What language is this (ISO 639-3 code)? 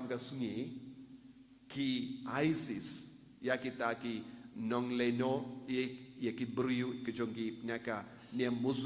kha